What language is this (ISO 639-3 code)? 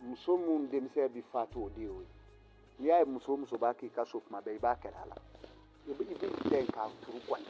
bam